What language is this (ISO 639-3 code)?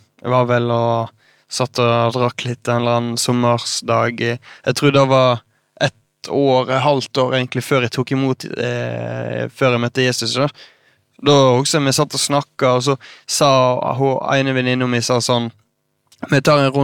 nor